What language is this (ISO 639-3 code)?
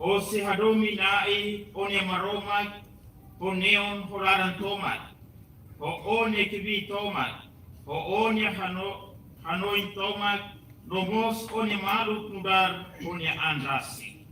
tet